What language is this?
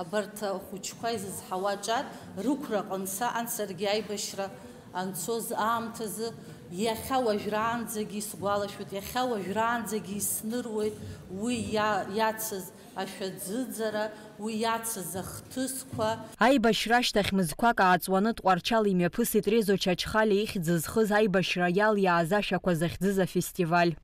Abkhazian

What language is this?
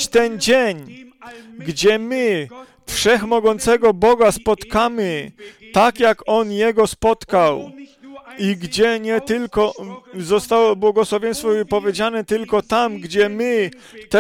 Polish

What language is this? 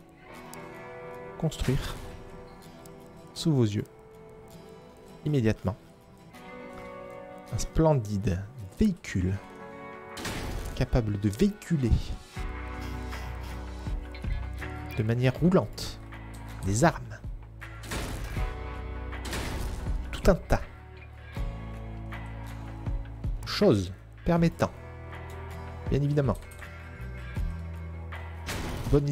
French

